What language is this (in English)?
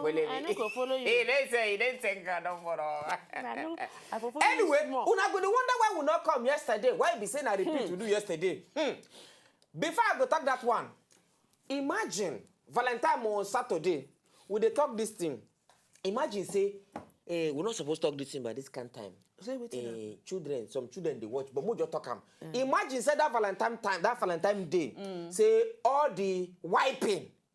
Nigerian Pidgin